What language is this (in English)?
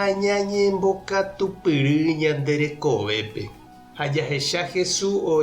Guarani